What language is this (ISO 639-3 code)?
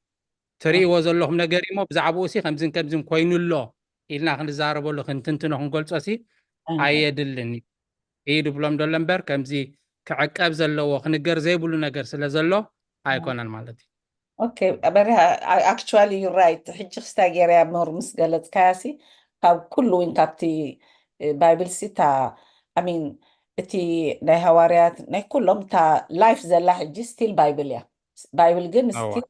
tir